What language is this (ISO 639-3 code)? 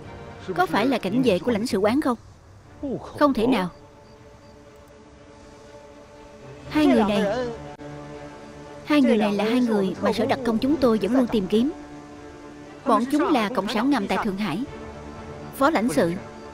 vie